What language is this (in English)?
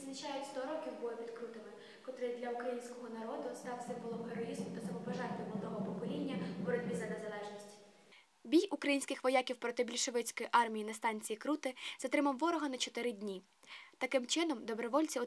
Ukrainian